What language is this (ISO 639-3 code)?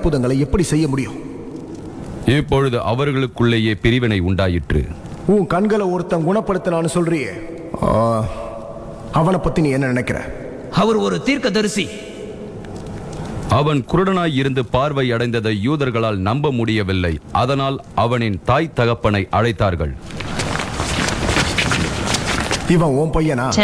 tam